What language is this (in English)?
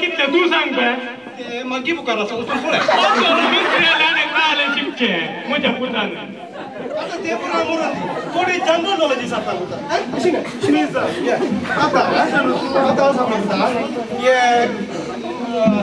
Konkani